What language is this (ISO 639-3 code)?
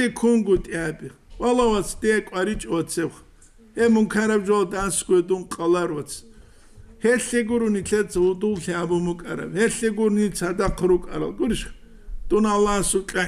ava